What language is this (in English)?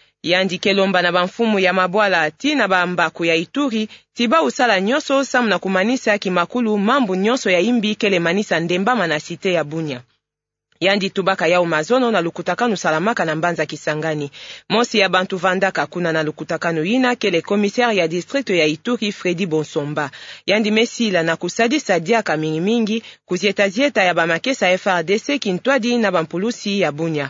Kituba (Democratic Republic of Congo)